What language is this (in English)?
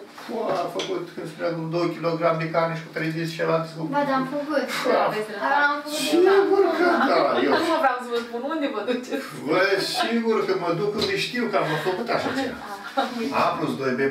Romanian